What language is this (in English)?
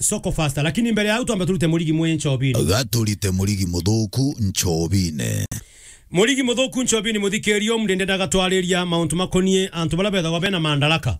Meru